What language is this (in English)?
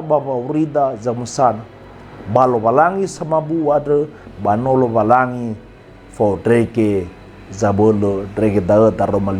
Nias